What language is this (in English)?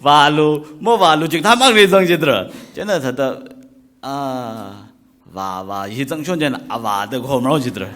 Tangkhul Naga (India)